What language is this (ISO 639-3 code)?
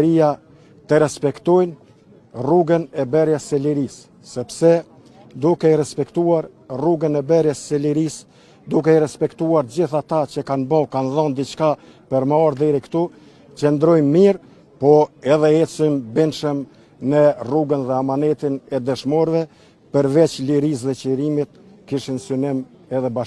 sqi